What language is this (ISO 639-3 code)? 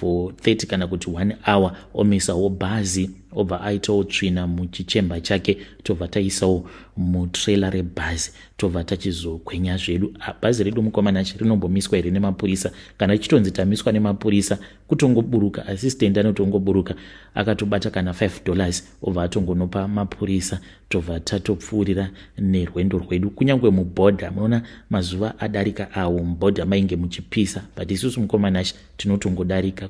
sna